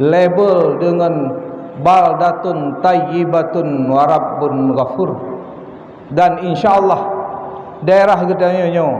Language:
Achinese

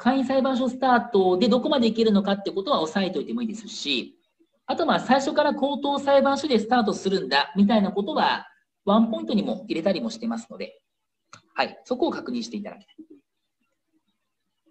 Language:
Japanese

